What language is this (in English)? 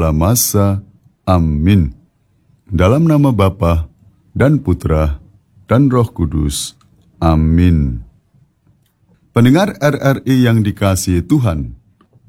Indonesian